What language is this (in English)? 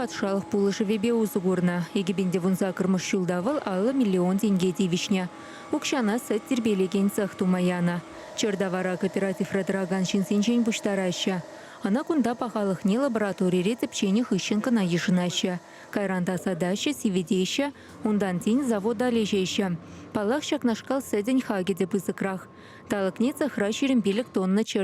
Chuvash